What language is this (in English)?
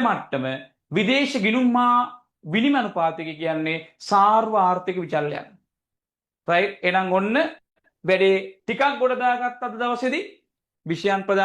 Sinhala